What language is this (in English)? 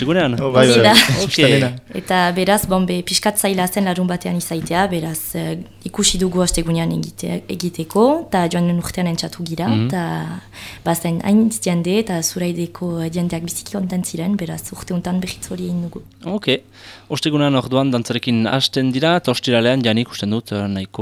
Basque